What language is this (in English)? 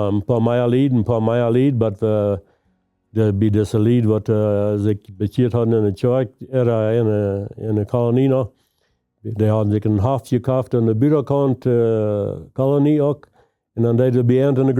Plautdietsch